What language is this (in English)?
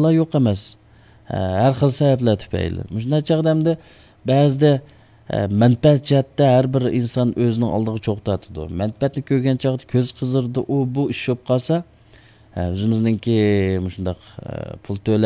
Uyghur